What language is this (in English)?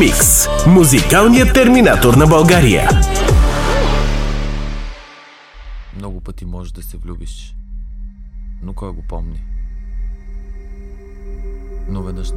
Bulgarian